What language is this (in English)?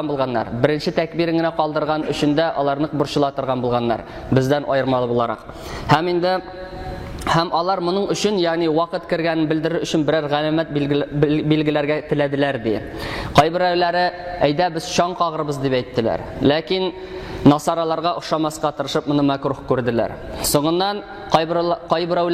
Tatar